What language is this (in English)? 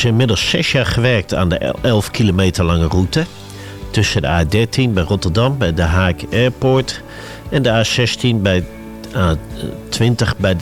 Dutch